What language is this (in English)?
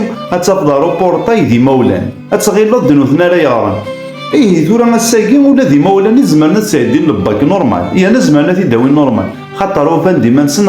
Kabyle